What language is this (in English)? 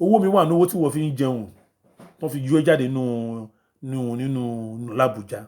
Yoruba